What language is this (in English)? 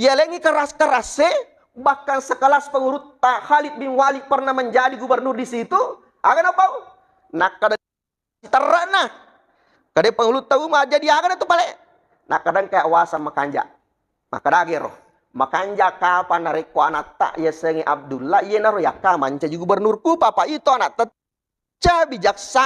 Buginese